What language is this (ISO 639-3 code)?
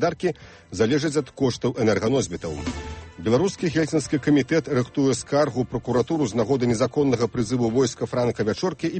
bel